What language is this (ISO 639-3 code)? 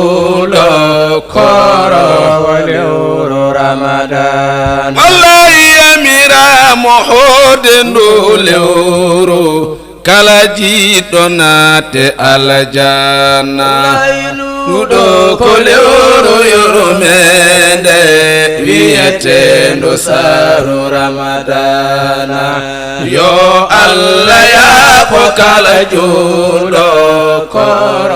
ful